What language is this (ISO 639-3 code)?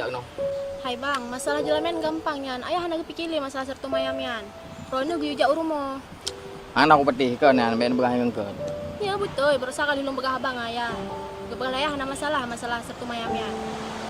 ace